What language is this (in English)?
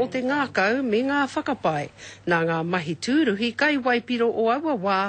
Māori